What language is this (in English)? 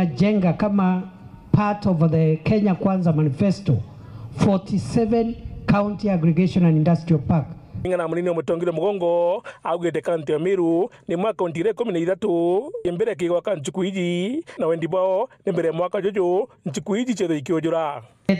Meru